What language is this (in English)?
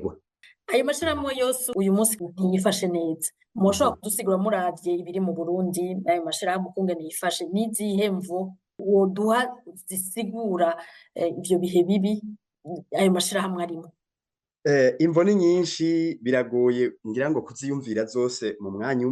Rundi